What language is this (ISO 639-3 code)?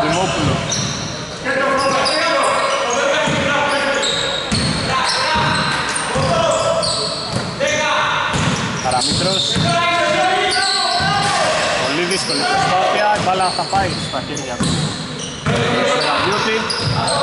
ell